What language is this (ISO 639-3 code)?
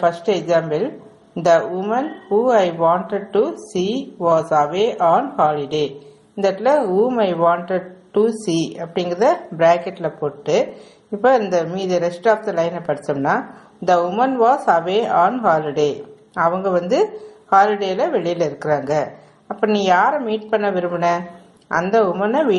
tam